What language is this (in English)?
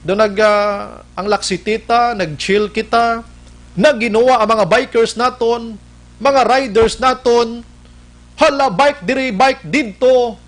Hiligaynon